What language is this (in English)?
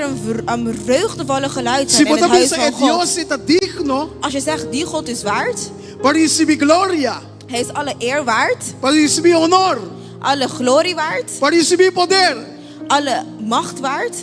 Papiamento